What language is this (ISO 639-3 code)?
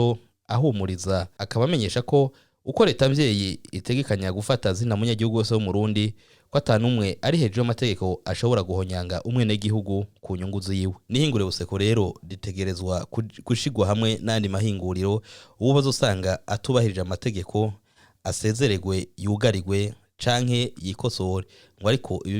run